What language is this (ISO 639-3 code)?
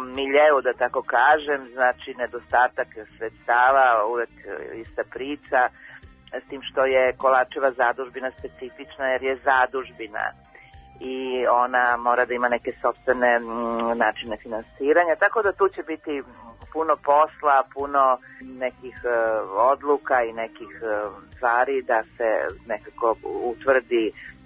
srp